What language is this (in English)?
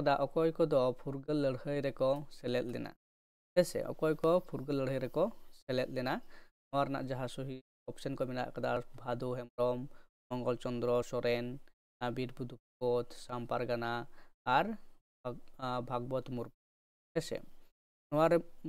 Santali